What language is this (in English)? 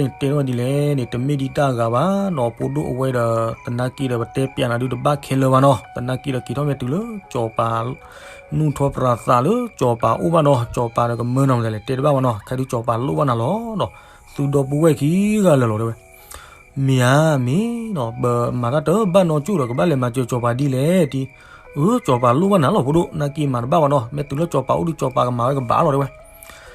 S'gaw Karen